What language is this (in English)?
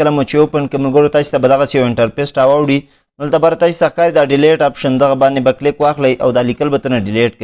Pashto